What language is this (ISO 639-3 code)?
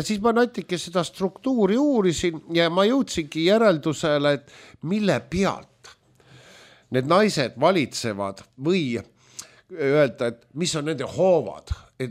est